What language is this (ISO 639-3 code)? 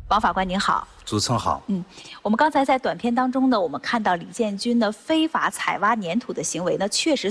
zho